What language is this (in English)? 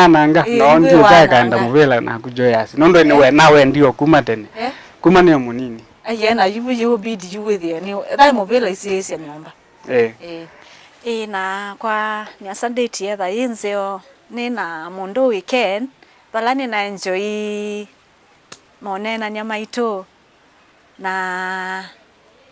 Kamba